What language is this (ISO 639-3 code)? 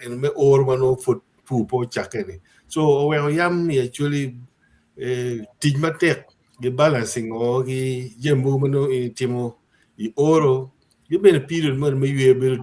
ach